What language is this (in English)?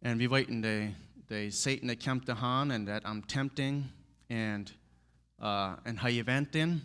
Plautdietsch